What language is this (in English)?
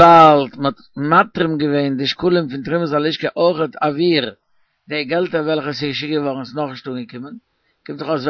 Yiddish